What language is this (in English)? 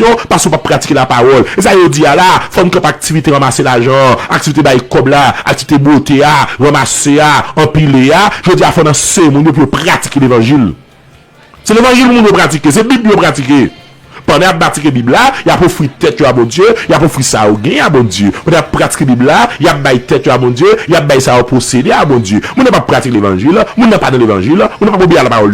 Haitian Creole